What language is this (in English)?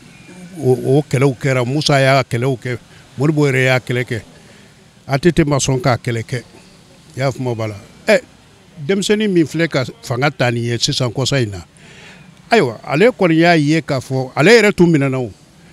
Bambara